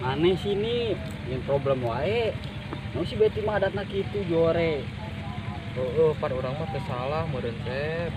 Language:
Sundanese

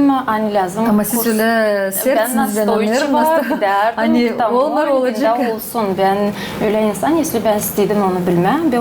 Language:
Gagauz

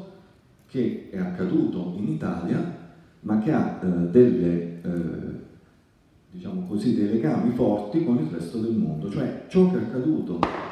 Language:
Italian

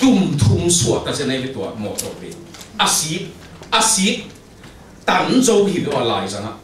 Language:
Tedim Chin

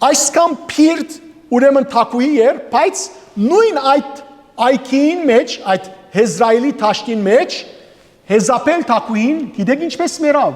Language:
Western Armenian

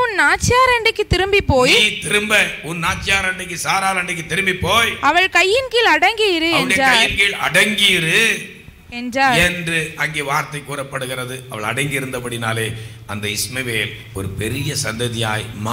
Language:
Tamil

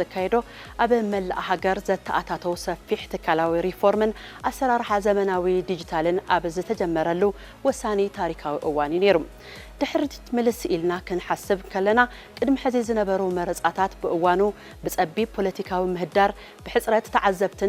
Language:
Tigrinya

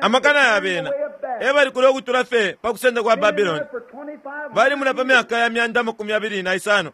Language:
Bemba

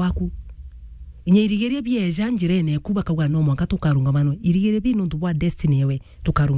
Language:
Meru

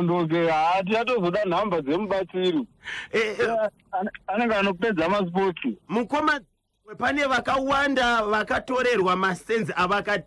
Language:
Shona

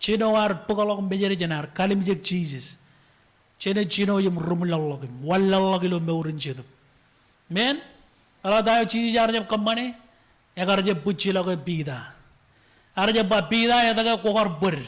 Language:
Marshallese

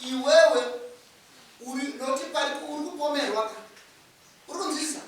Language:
Shona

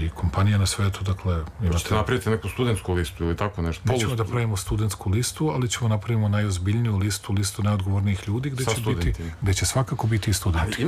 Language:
Serbian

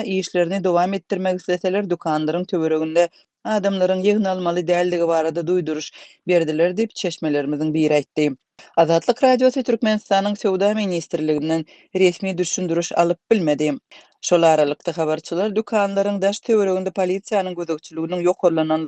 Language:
Turkmen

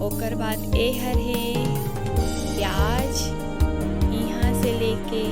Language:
Chhattisgarhi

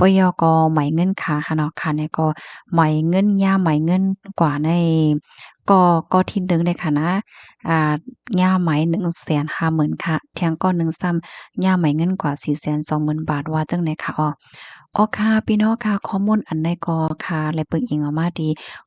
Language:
Shan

